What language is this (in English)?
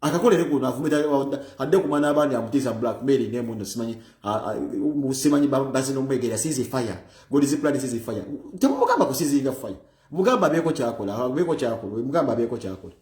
Ganda